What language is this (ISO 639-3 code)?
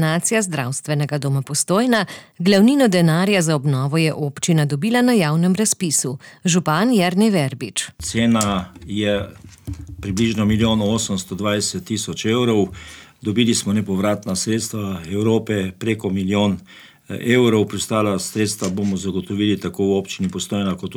slv